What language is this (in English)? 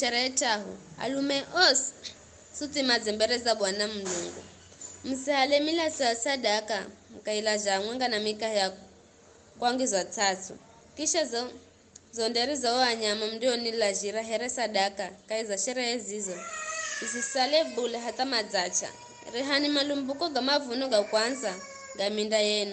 Giryama